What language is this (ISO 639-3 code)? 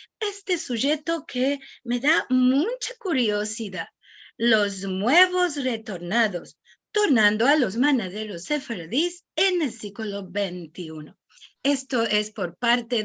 lad